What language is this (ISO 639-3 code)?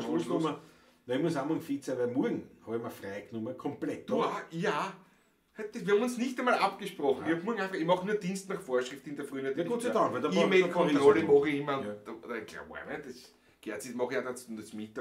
bar